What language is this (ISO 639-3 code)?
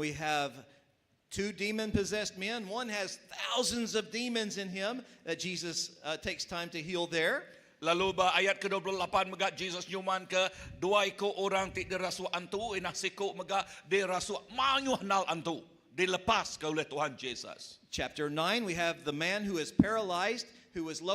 iba